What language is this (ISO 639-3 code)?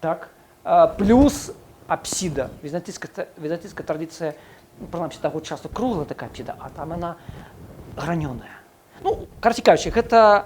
bel